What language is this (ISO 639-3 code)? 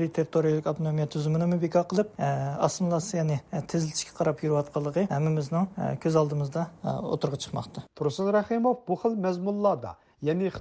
uig